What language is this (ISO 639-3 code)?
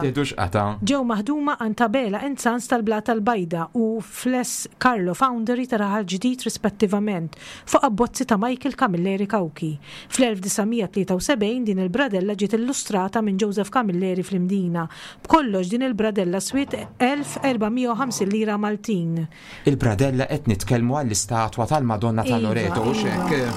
mlt